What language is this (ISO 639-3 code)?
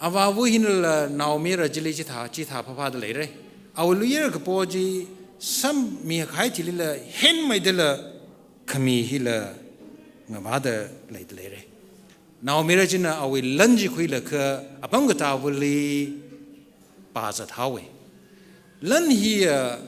nmf